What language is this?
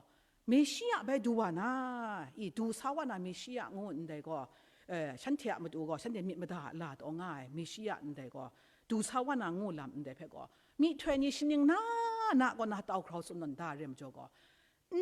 Kachin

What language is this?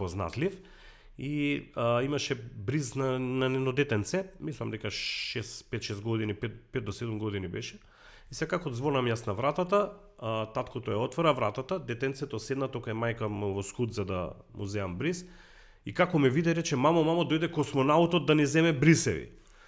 Macedonian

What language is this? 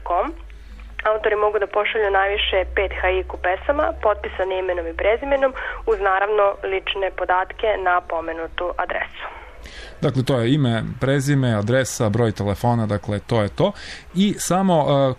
Serbian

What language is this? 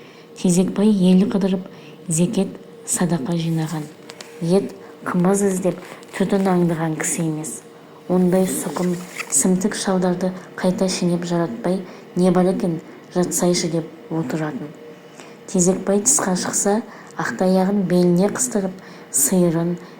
Kazakh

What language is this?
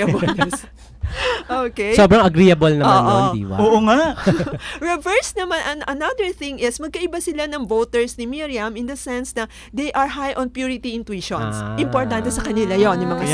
Filipino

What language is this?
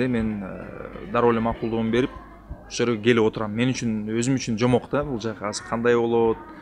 Kyrgyz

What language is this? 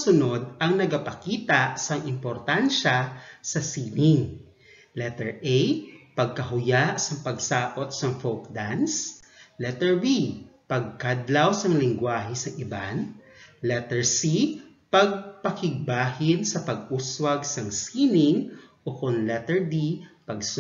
Hiligaynon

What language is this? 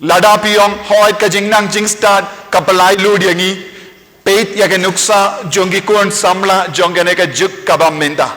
Khasi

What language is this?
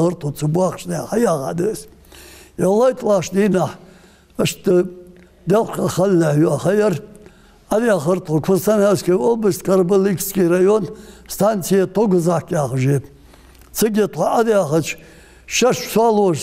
Ingush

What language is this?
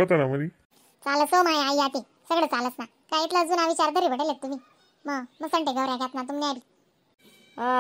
Khandesi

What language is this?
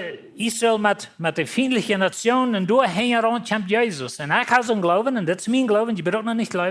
Plautdietsch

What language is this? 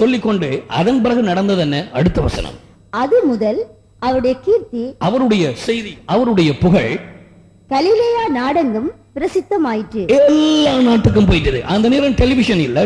Tamil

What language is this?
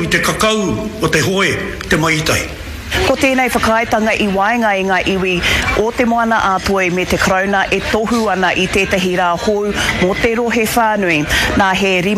Māori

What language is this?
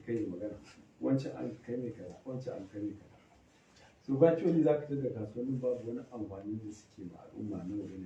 Hausa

